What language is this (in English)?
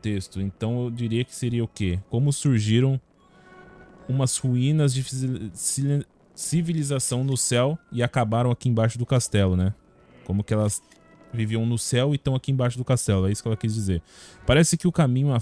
Portuguese